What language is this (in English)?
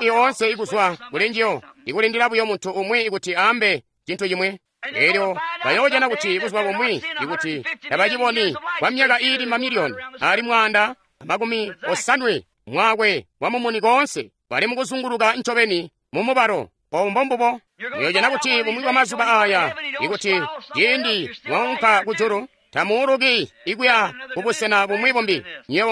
Tonga (Zambia)